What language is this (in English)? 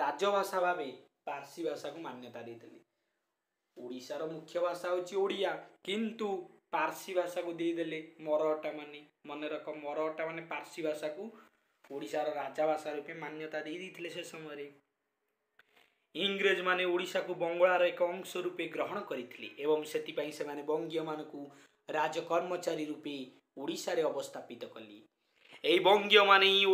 Odia